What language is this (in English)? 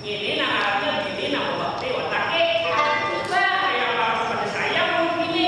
Banjar